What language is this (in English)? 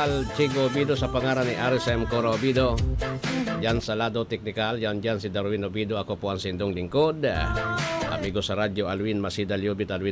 Bikol